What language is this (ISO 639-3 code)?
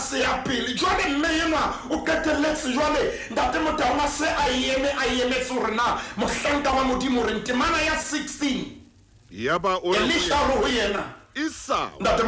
sot